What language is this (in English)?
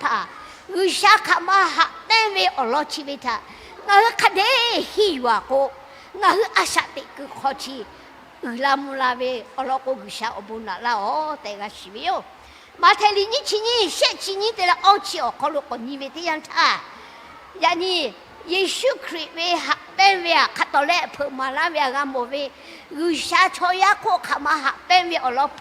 Lahu